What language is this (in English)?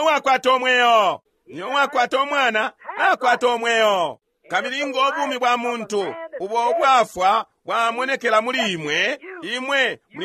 Bemba